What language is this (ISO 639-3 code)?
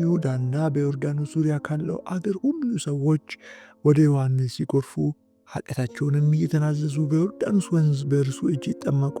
amh